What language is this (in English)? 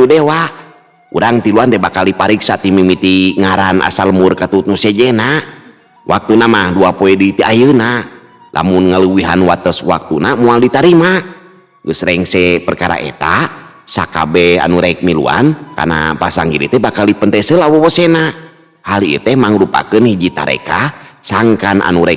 Sundanese